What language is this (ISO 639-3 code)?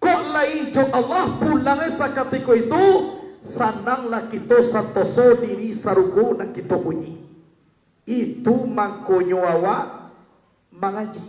min